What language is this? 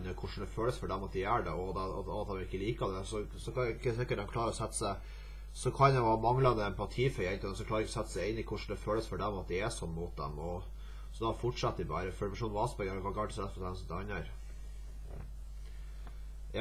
Norwegian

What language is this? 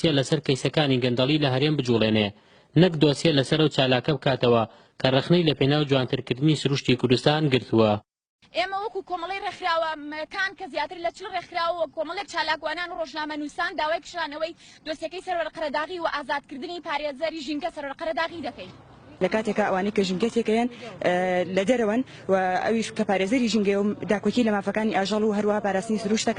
Central Kurdish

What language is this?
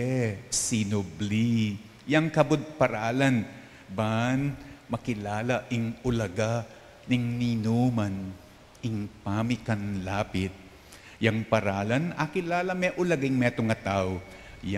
Pampanga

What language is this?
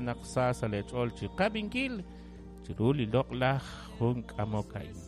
Kekchí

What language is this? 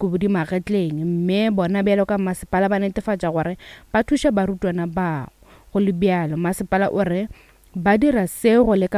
Northern Sotho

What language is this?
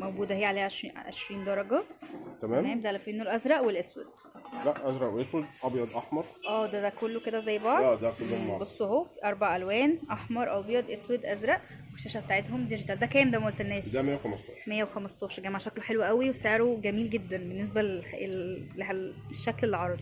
Egyptian Arabic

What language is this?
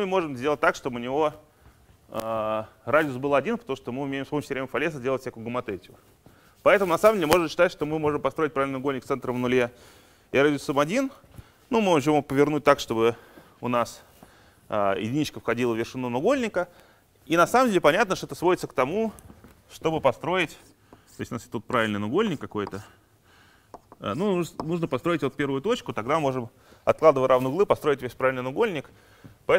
Russian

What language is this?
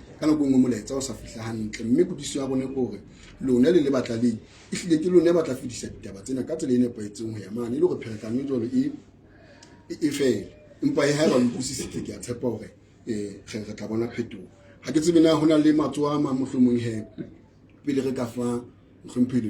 Southern Sotho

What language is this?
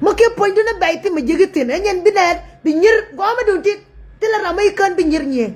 Nuer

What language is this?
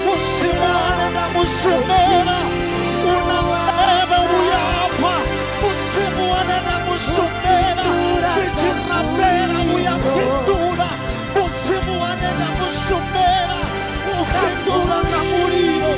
Venda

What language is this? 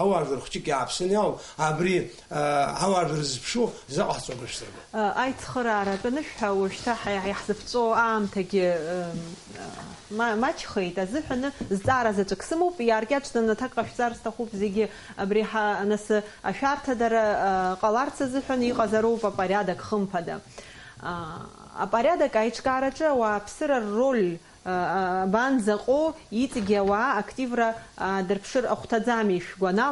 Abkhazian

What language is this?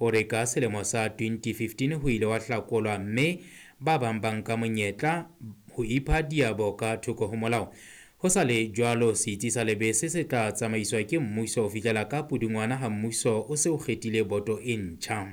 Southern Sotho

